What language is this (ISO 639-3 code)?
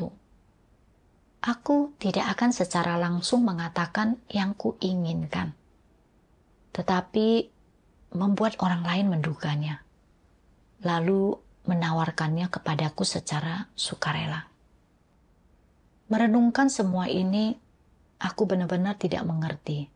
ind